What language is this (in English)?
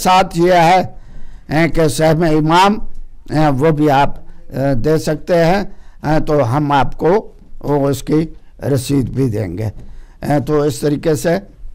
Urdu